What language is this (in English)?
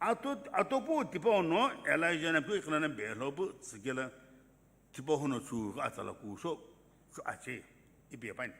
Sumi Naga